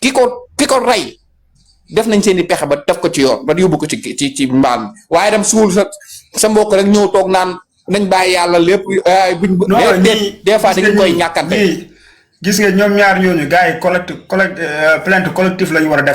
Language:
Wolof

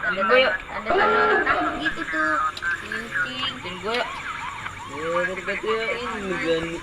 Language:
Betawi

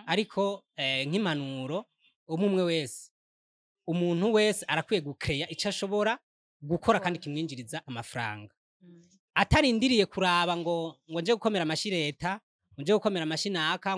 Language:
Rundi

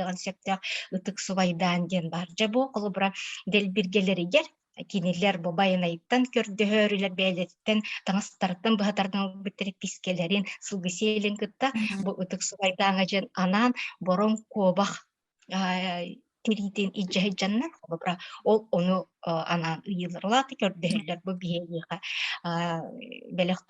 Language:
Yakut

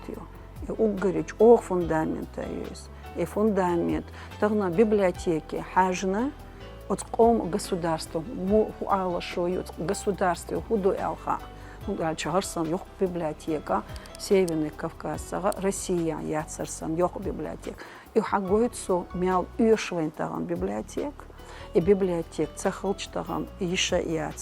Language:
Chechen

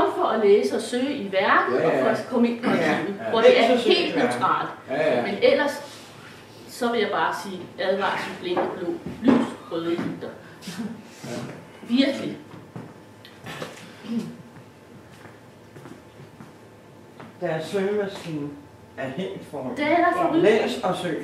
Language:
Danish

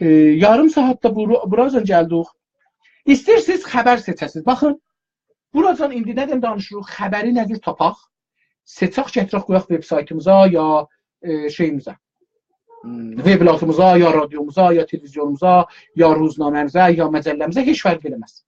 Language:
South Azerbaijani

